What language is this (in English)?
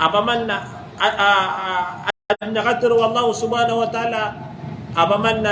Maranao